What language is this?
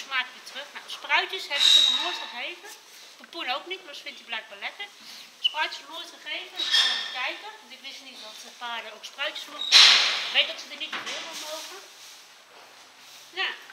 Dutch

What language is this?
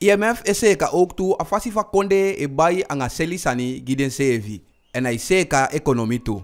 Eastern Maroon Creole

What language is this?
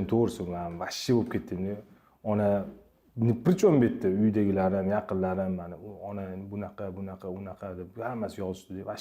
Uzbek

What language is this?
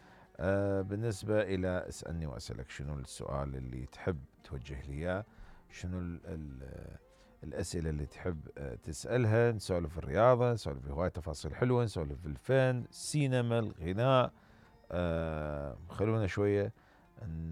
Mesopotamian Arabic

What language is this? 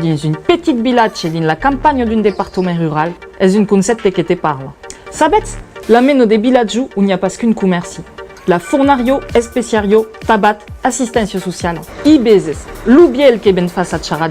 Occitan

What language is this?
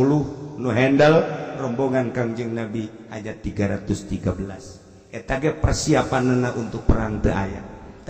Sundanese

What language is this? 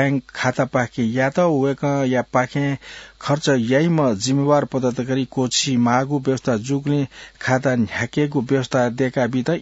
Newari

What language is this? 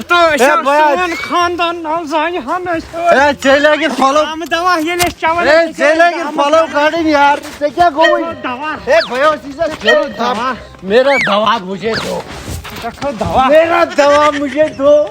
Kashmiri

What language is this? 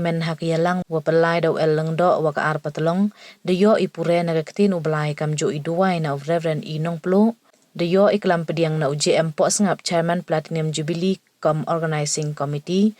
Pnar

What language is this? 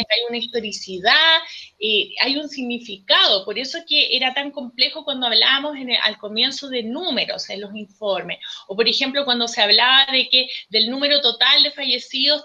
Spanish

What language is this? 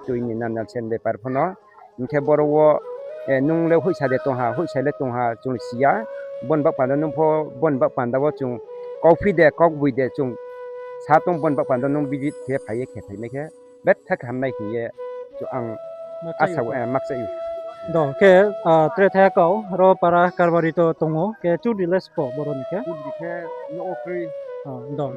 Riang (India)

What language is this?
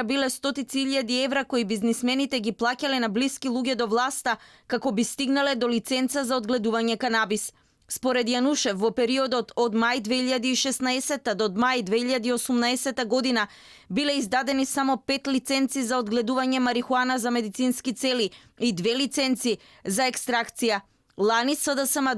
Macedonian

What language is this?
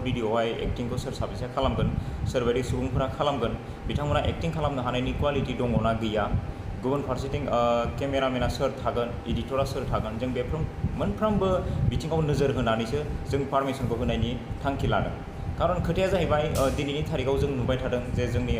Bodo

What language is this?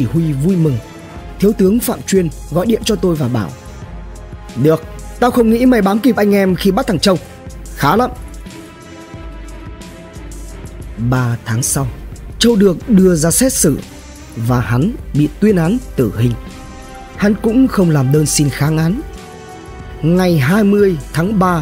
Vietnamese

